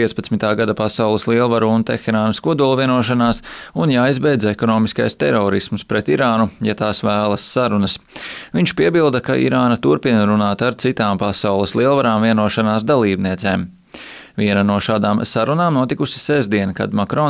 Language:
Latvian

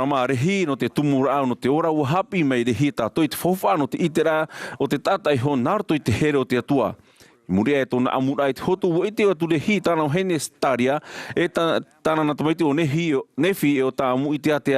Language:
Tahitian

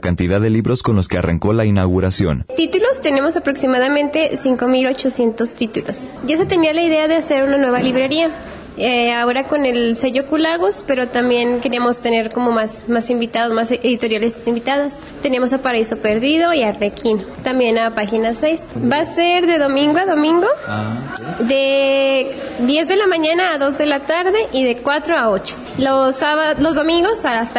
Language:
Spanish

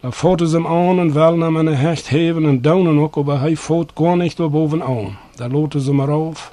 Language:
Plautdietsch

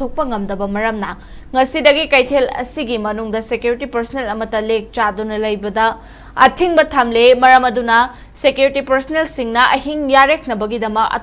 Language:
Manipuri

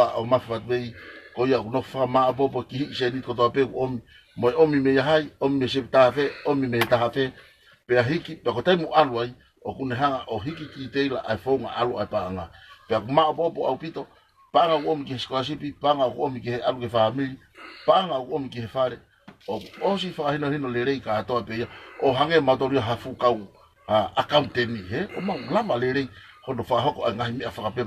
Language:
Tongan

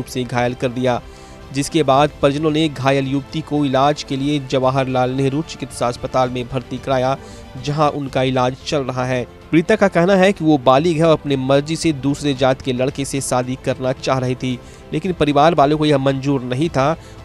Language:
Hindi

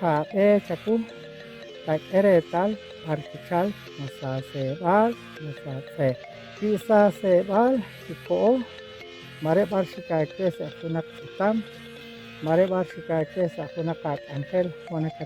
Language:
Kekchí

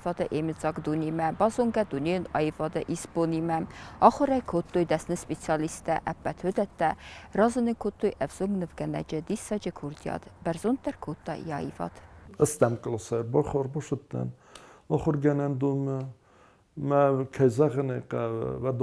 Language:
Ossetic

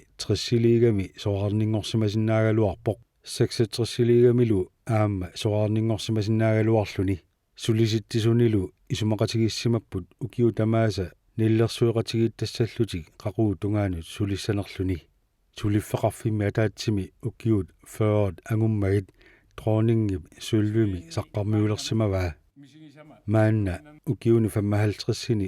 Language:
Kalaallisut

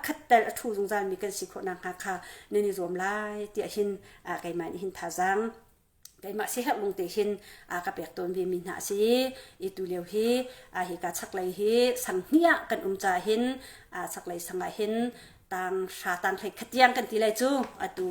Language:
Hakha Chin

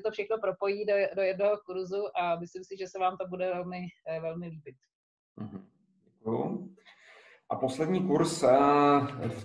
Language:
Czech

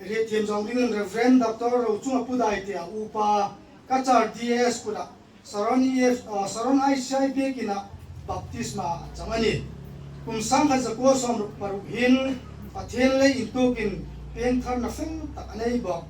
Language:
Hmar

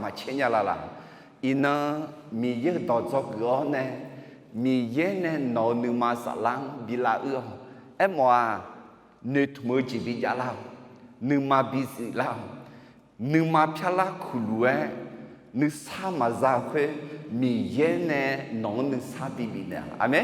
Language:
Akha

